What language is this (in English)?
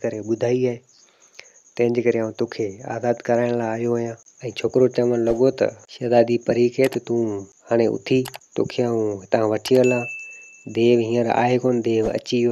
Sindhi